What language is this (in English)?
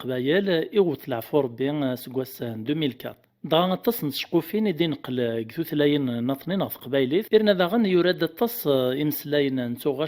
Kabyle